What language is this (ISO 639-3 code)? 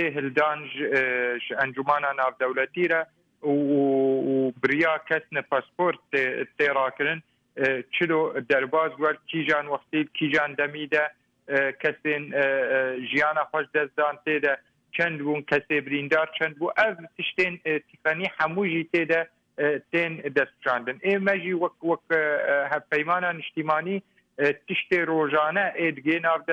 kur